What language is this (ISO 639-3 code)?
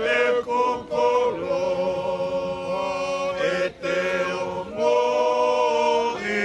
ton